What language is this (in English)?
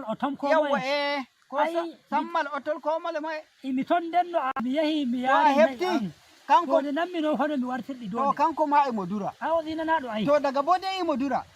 Nigerian Fulfulde